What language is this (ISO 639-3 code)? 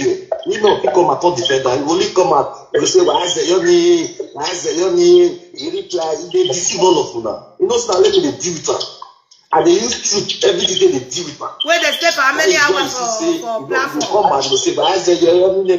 pcm